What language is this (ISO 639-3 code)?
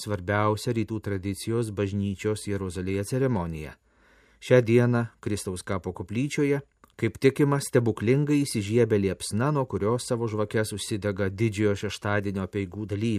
lit